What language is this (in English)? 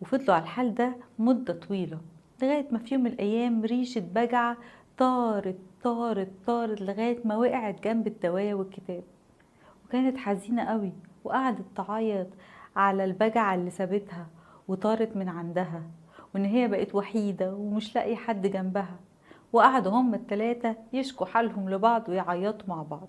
Egyptian Arabic